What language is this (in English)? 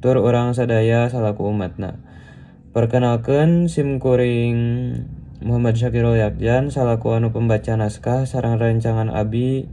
Sundanese